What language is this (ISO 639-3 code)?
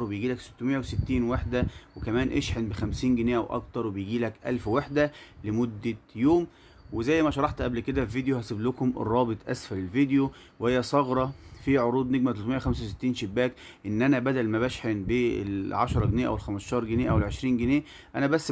arz